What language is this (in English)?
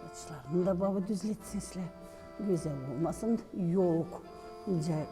Gagauz